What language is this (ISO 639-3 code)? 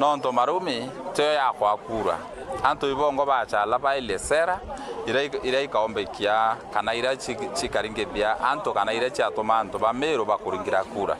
mer